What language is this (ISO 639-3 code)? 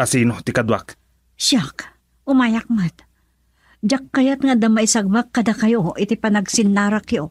ilo